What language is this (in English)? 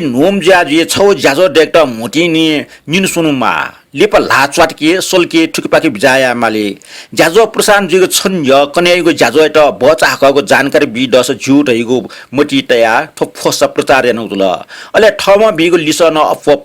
Newari